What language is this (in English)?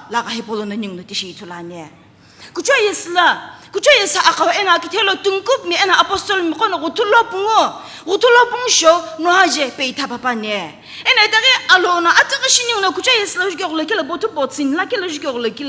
Sumi Naga